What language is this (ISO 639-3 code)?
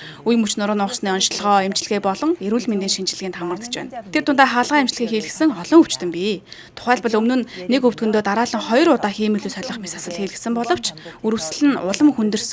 mon